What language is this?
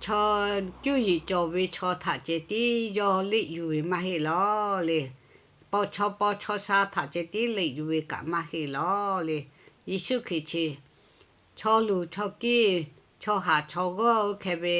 Lahu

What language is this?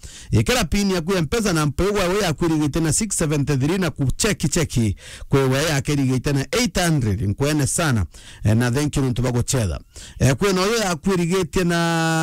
Meru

